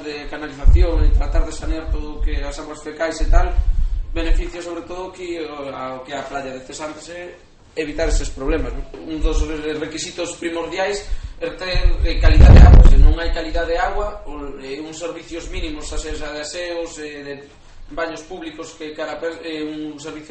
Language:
Galician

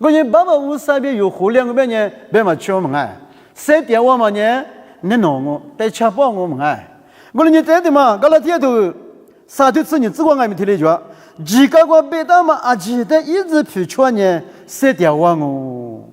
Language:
Lisu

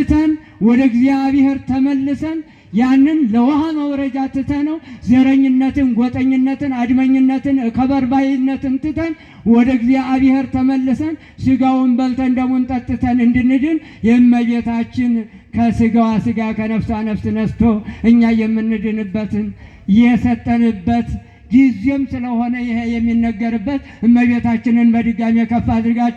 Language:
Amharic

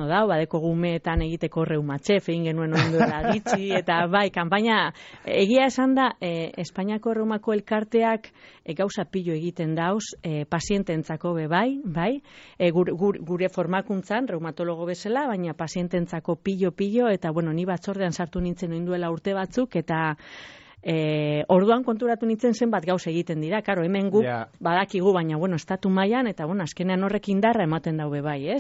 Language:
Basque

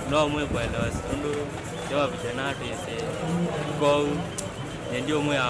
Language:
Kamba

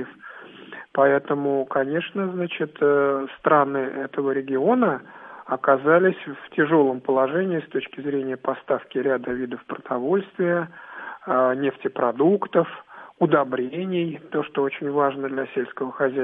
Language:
Russian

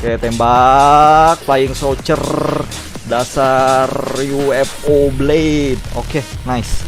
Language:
Banjar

